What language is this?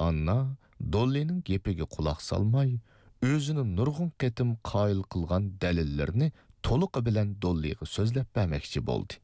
Uyghur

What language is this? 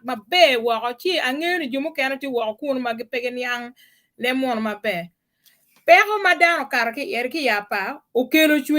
Acoli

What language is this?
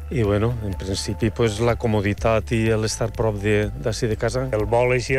Catalan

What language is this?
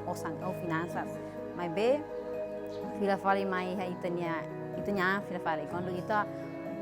Tetum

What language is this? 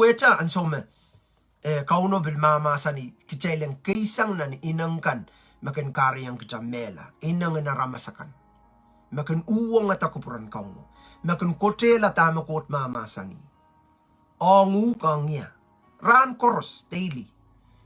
Pohnpeian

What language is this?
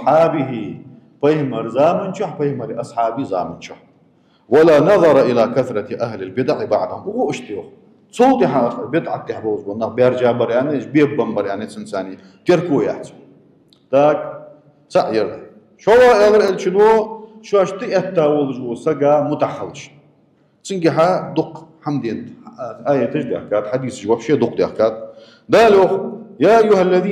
Ingush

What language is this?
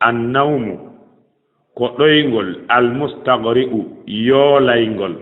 Fula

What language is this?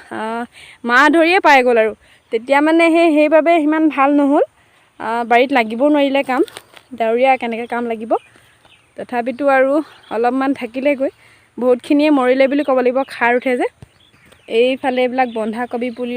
Assamese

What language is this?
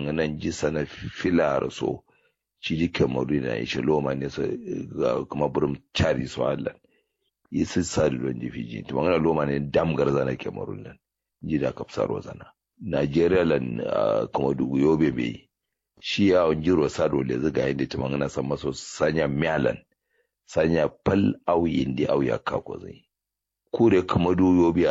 Kanuri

